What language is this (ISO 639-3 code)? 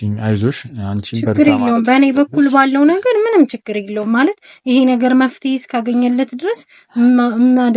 amh